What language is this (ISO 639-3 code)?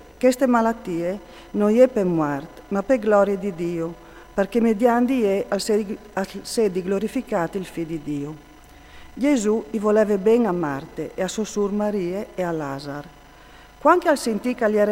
fur